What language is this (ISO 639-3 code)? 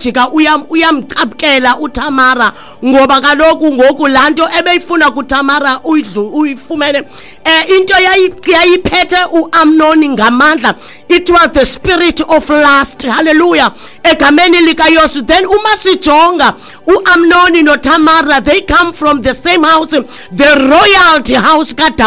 xho